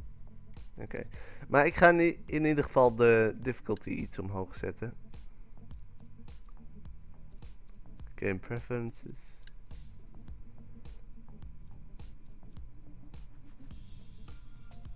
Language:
Dutch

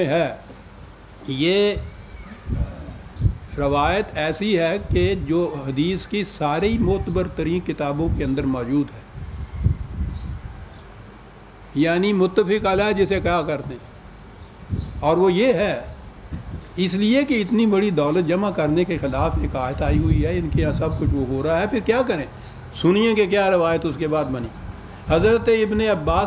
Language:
Urdu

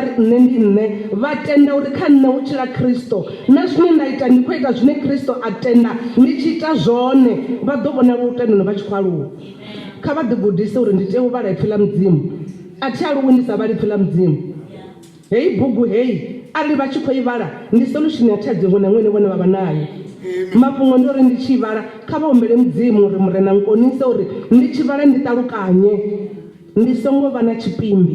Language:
Venda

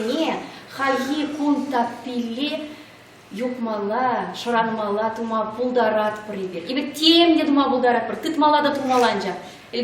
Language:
Chuvash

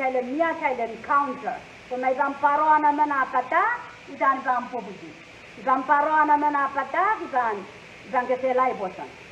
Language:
Pohnpeian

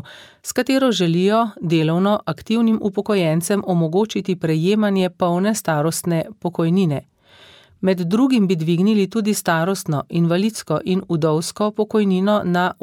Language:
Slovenian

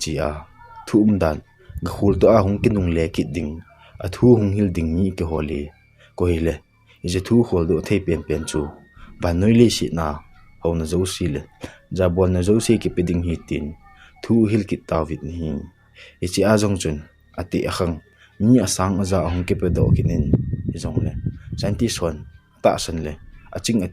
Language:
Thado Chin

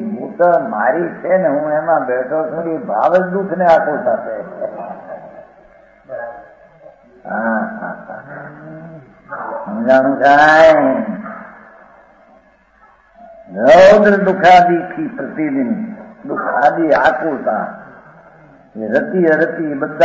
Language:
Gujarati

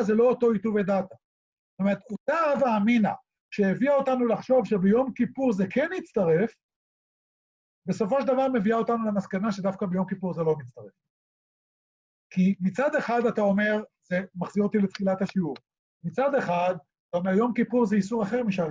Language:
Hebrew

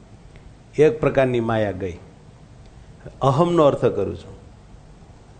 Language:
Gujarati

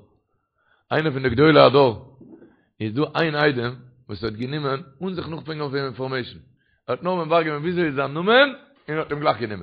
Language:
Yiddish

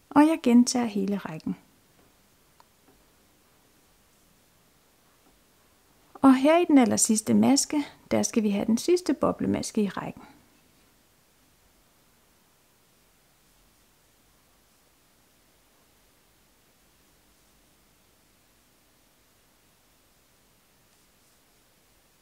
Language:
Danish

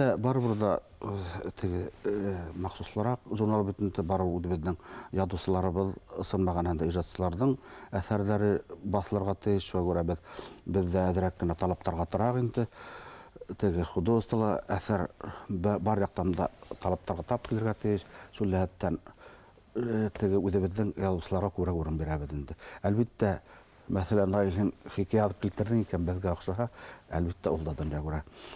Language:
Bashkir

